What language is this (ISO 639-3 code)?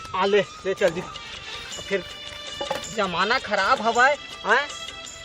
hne